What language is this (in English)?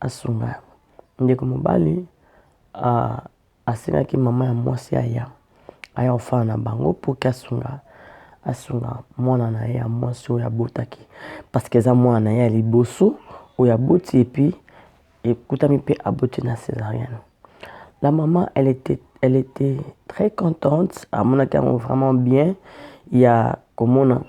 Lingala